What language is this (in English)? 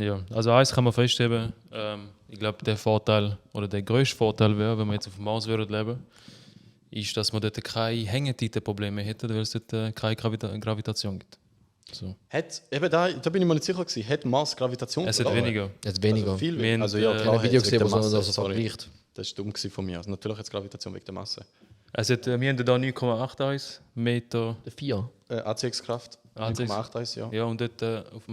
Swiss German